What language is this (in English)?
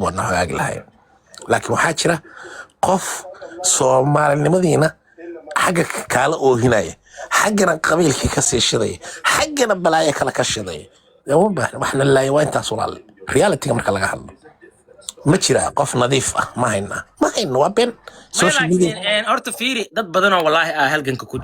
Somali